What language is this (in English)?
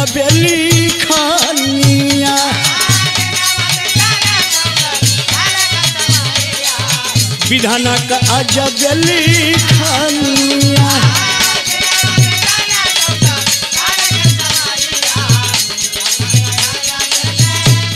Bhojpuri